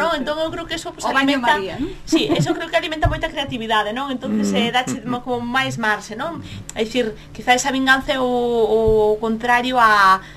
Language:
Galician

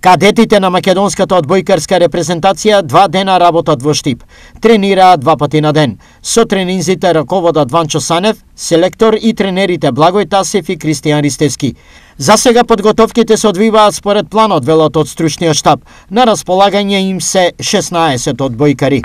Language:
Macedonian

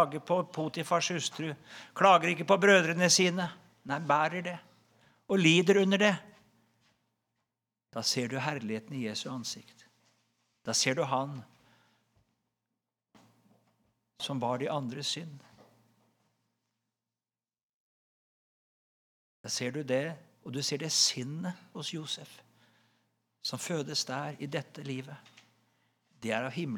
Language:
Norwegian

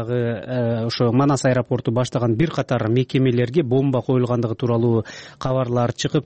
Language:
Kyrgyz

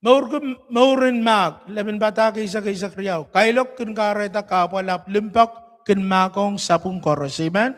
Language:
Pohnpeian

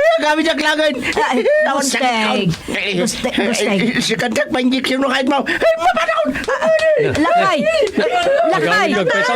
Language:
Iloko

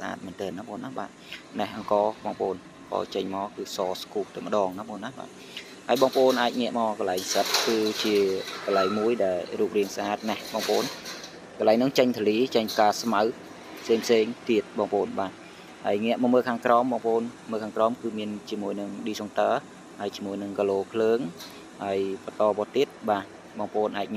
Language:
Khmer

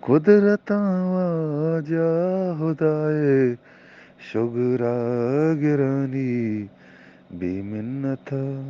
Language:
Eastern Balochi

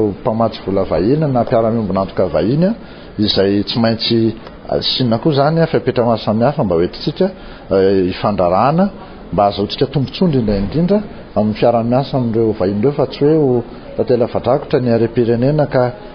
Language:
Malagasy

